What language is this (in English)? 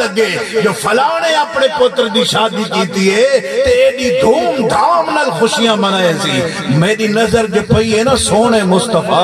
Saraiki